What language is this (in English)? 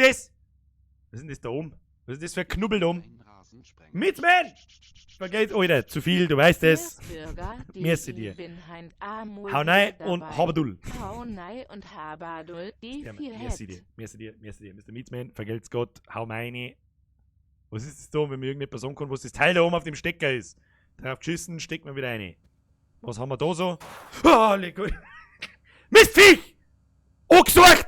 Bavarian